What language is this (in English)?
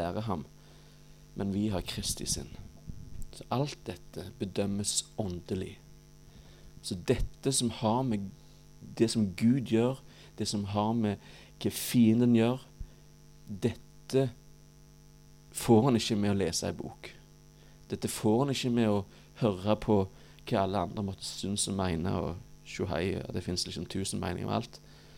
Norwegian